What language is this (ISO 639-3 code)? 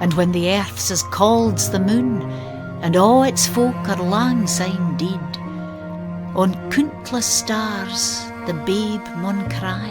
sco